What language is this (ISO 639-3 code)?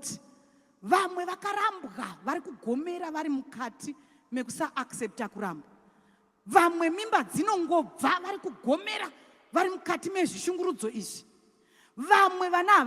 sna